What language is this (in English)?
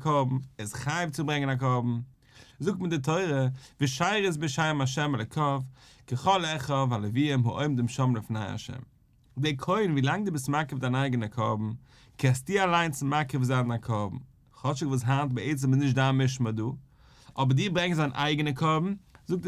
Yiddish